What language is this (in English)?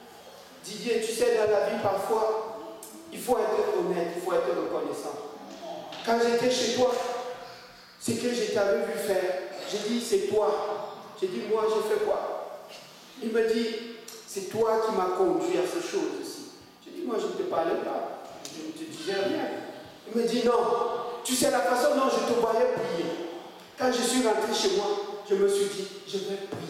French